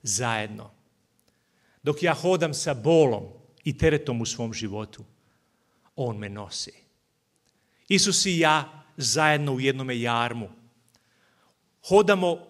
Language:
Serbian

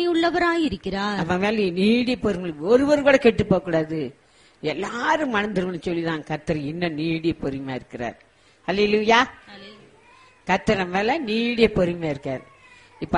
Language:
Tamil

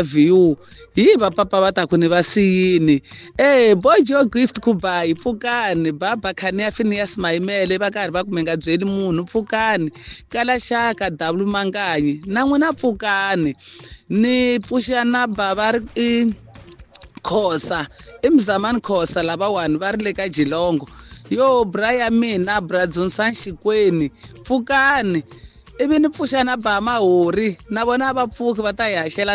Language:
Tsonga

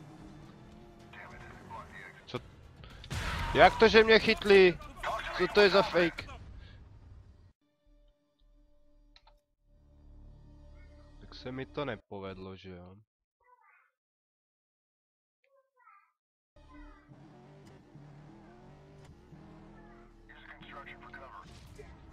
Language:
Czech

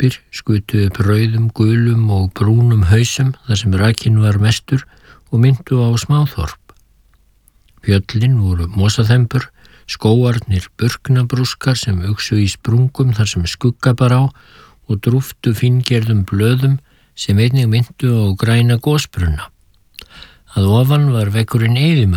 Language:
Icelandic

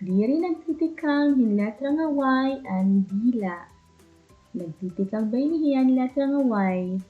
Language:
Waray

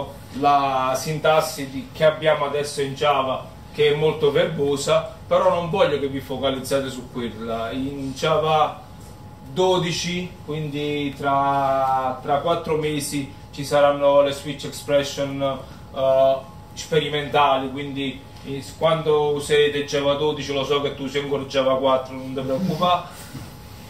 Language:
Italian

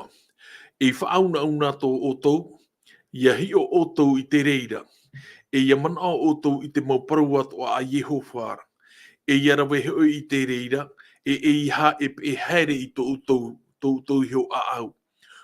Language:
Tahitian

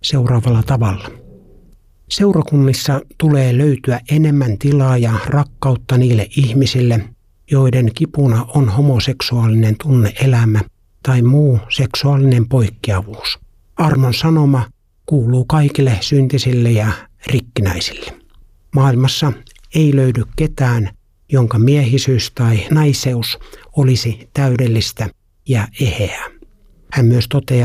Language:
Finnish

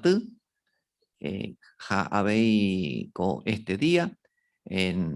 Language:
Guarani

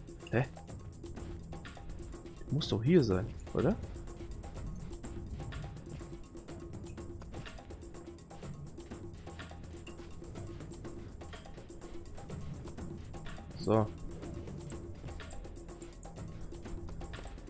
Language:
German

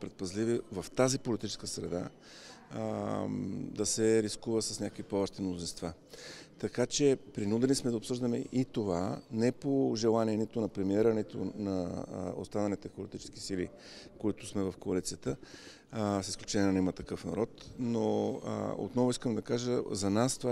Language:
Bulgarian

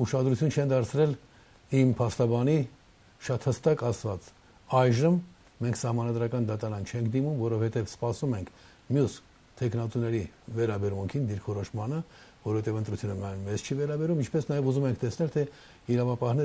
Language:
Armenian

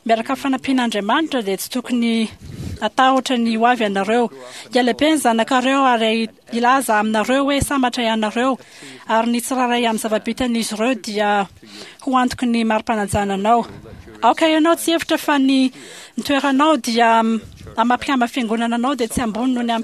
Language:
Malagasy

